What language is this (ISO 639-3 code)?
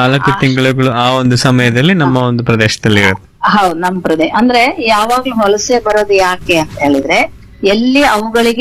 kan